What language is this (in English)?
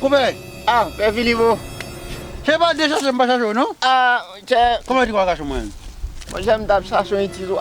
Haitian Creole